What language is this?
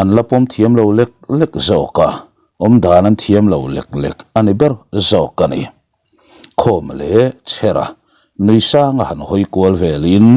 Mizo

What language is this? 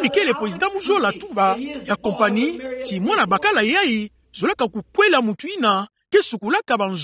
Kituba (Democratic Republic of Congo)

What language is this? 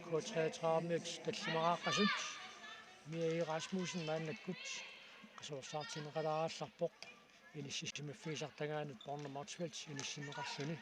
Kalaallisut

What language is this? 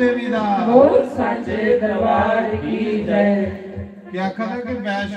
Dogri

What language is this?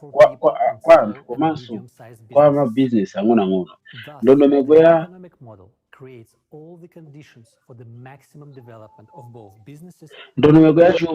Nyanja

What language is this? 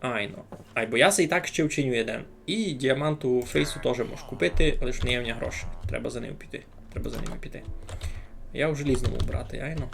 Rusyn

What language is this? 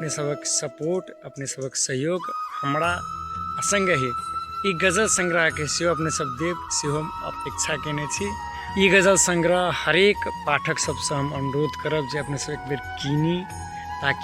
Maithili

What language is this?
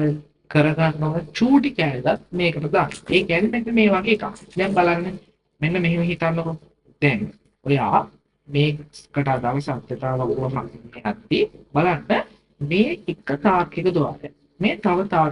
Sinhala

